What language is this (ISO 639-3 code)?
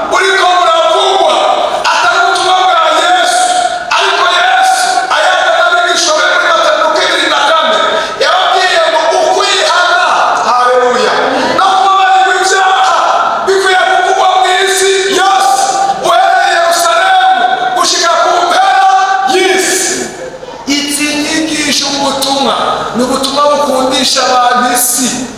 run